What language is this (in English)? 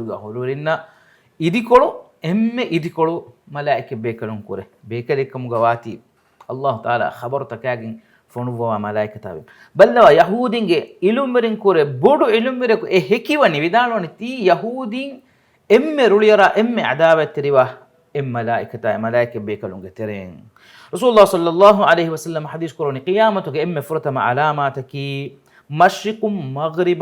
Divehi